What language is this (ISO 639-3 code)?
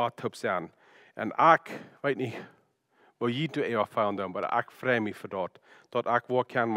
pdt